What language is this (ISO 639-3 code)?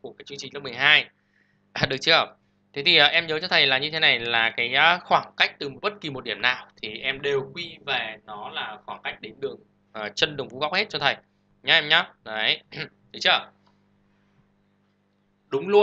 vie